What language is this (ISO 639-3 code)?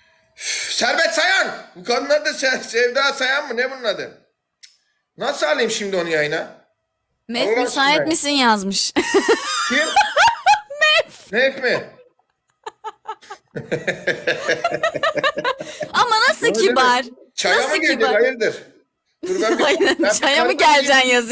tur